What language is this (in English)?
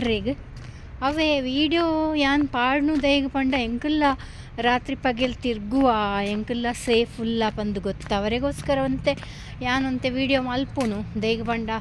Tulu